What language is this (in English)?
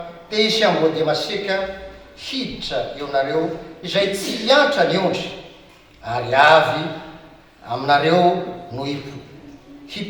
Malagasy